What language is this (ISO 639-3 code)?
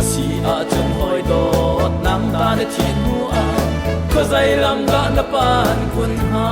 cnh